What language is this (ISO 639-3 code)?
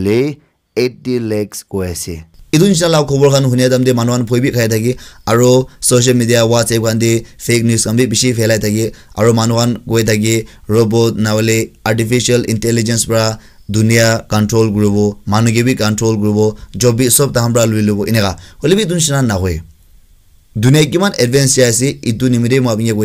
nag